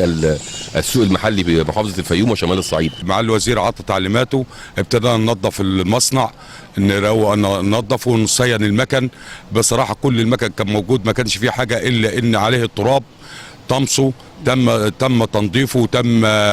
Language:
Egyptian Arabic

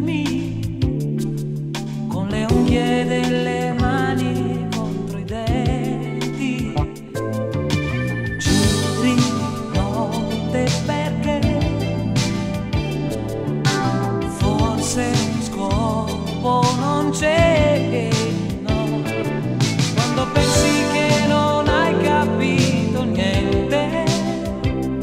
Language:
Italian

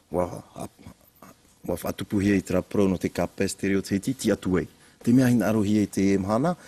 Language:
Tahitian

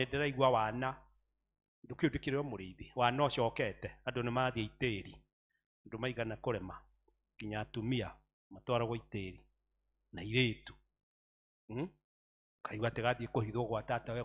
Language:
Kikuyu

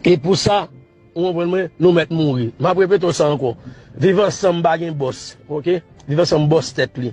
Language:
Haitian Creole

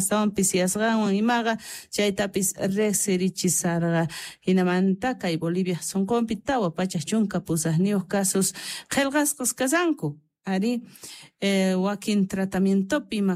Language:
Quechua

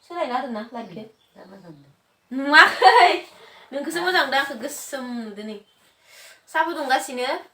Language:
Bodo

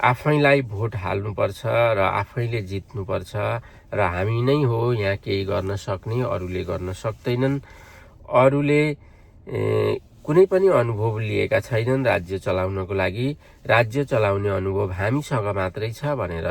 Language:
Nepali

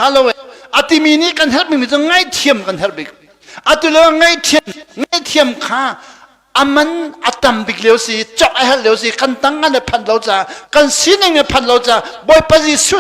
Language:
Hakha Chin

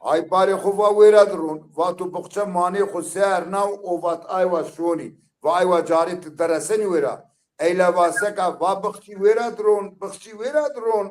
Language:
Zaza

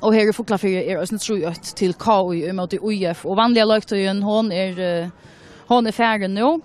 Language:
Faroese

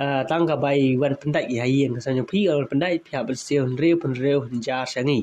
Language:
Khasi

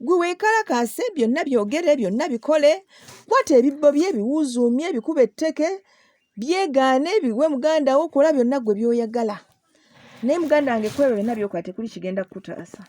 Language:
Ganda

